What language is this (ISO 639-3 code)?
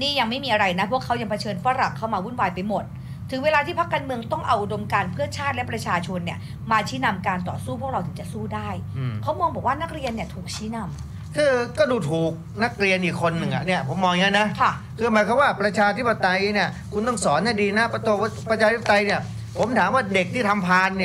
tha